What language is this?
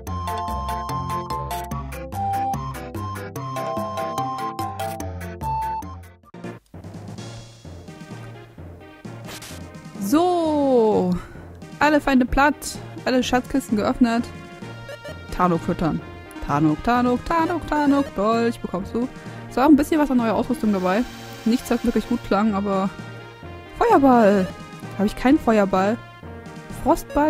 German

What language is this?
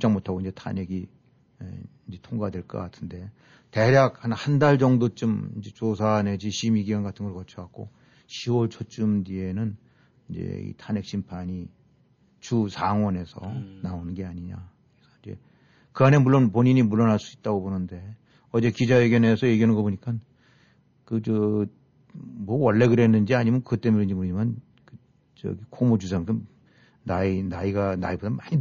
Korean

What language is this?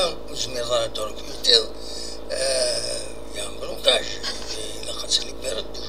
Kabyle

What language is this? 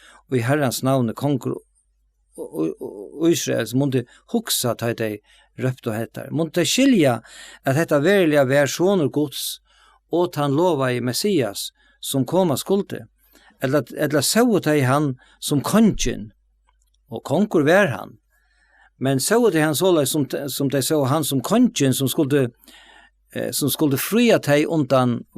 Faroese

